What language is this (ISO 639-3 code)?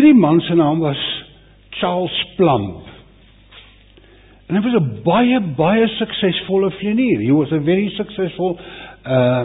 afr